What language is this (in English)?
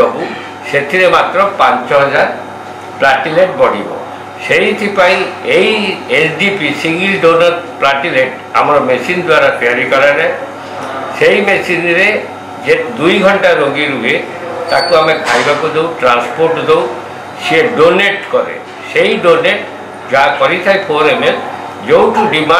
Odia